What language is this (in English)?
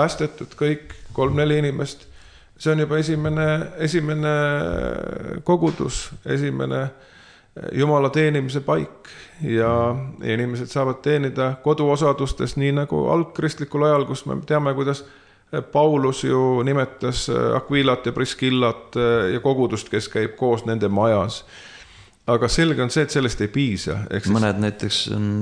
Estonian